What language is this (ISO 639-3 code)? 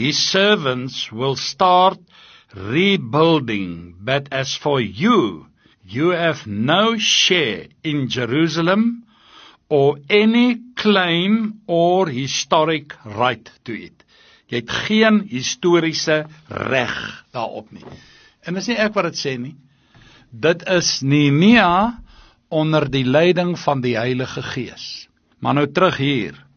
afr